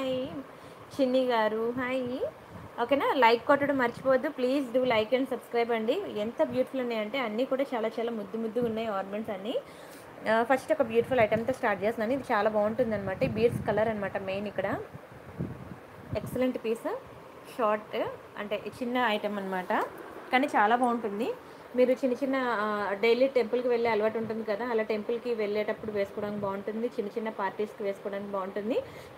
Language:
Telugu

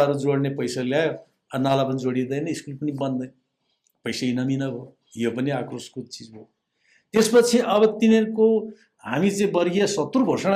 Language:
Nepali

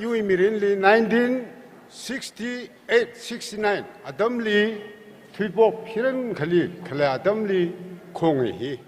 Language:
Tangkhul Naga (India)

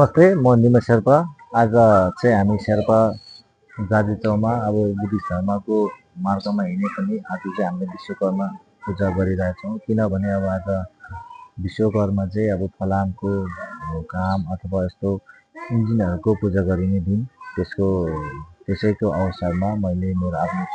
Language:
Nepali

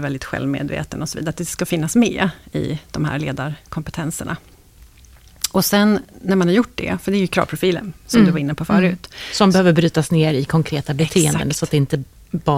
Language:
Swedish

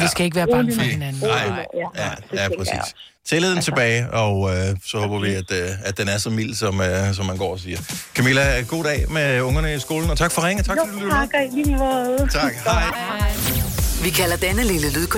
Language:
Danish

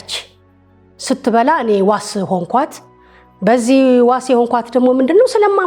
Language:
Amharic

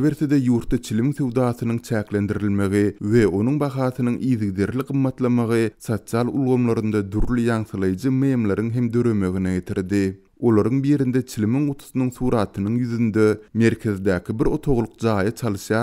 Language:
Turkmen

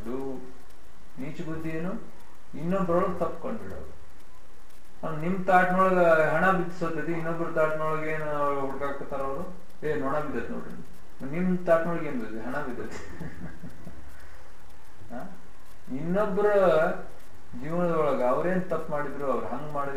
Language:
Kannada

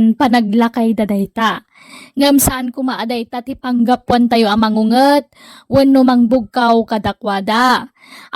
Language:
Iloko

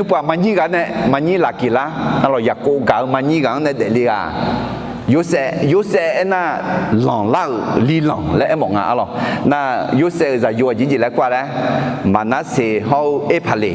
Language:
Akha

